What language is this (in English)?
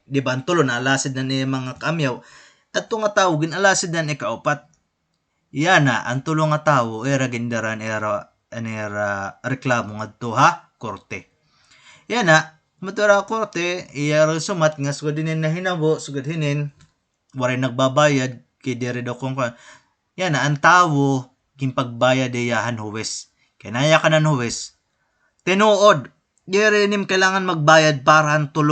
Waray